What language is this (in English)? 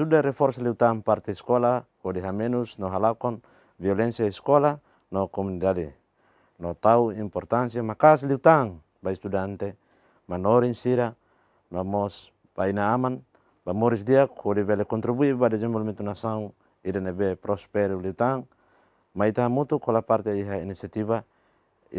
Tetum